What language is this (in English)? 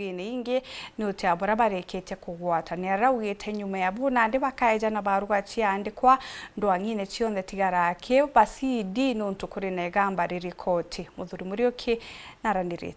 Meru